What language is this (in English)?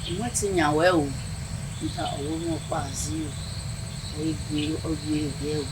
Bini